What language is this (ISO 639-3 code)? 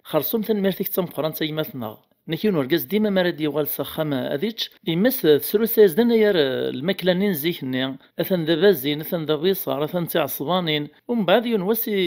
kab